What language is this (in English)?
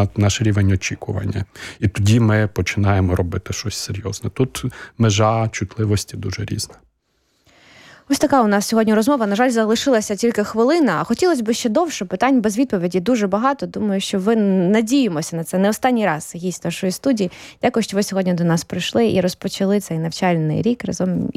Ukrainian